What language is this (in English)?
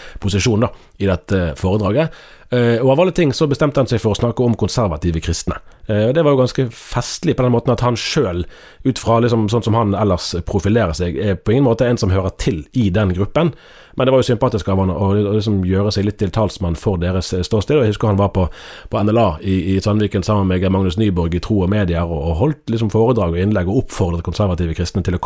Norwegian